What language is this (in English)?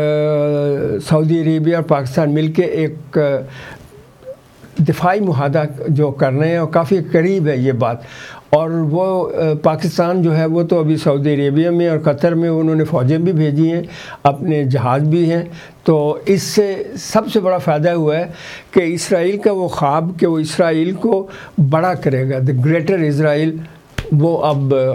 Urdu